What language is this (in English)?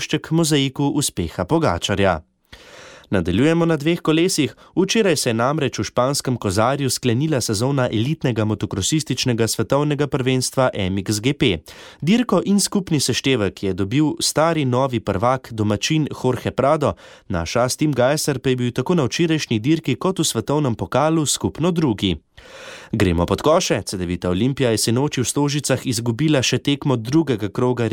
Slovenian